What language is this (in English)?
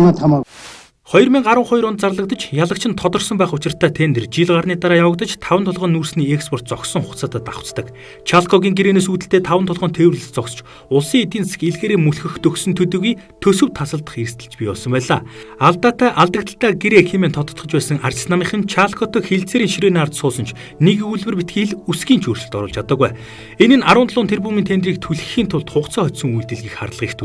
Mongolian